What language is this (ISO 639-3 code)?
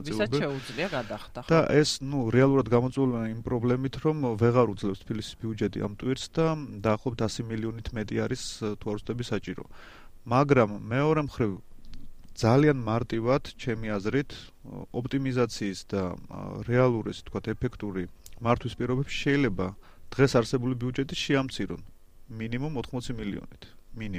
kat